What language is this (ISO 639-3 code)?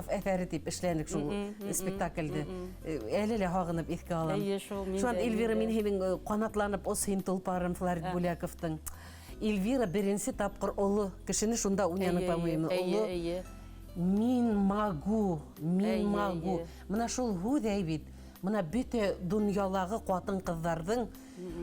bak